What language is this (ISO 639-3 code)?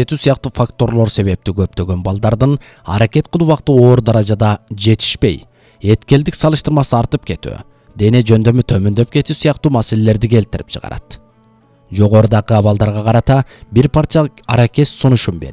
kir